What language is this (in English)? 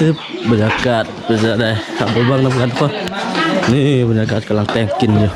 Lao